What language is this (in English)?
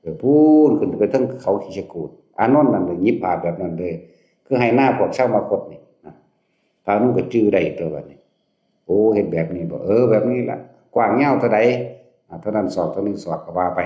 Northeastern Thai